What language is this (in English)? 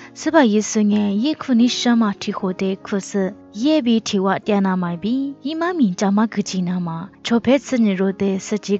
Lisu